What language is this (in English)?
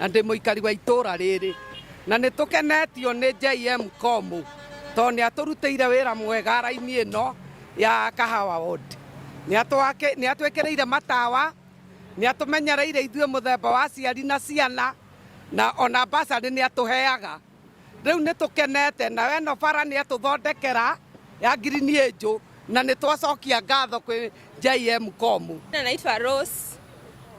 Kikuyu